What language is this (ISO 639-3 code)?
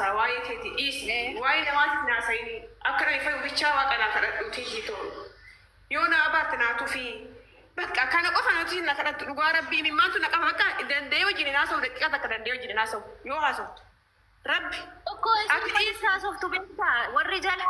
orm